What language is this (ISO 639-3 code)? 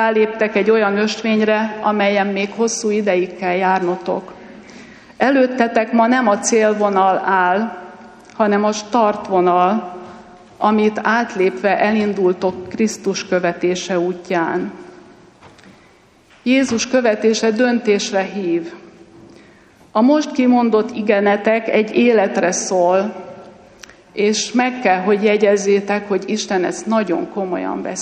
hun